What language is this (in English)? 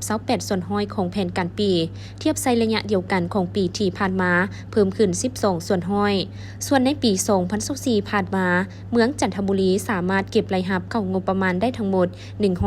Lao